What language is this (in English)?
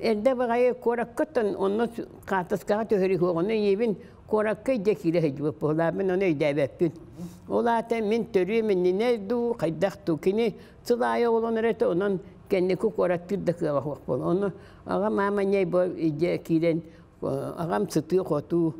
Yakut